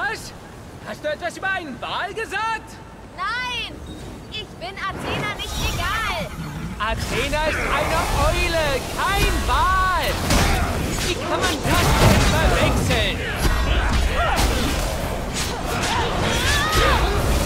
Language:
German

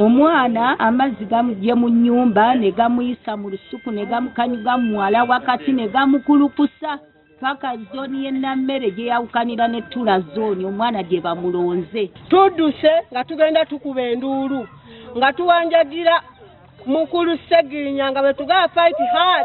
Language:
Ganda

